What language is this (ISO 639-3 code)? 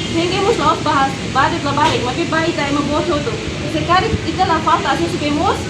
tet